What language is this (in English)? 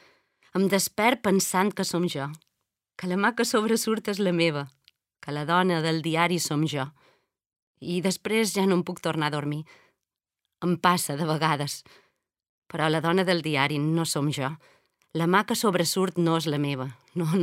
Catalan